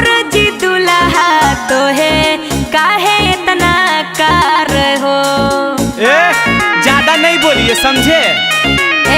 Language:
Magahi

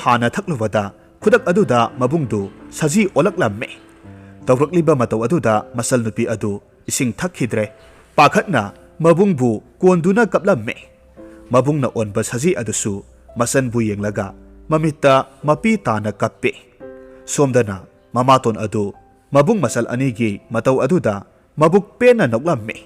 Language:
Manipuri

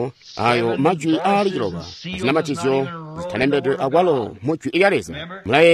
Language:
Tonga (Zambia)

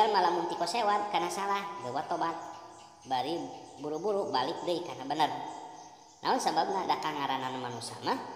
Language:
Sundanese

